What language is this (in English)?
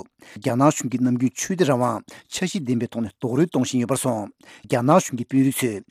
Tibetan